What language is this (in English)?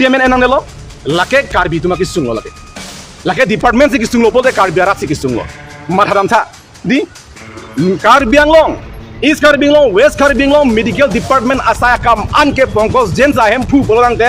Karbi